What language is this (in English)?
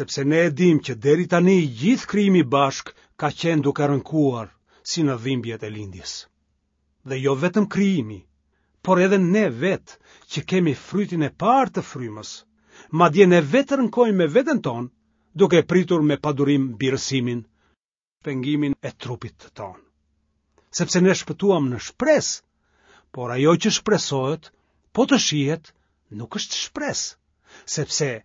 Albanian